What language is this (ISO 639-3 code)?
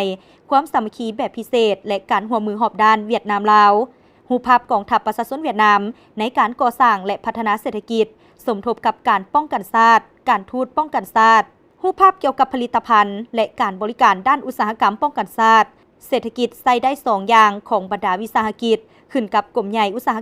lao